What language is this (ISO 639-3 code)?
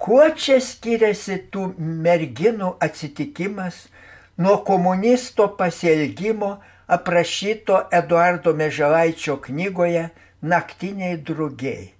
lit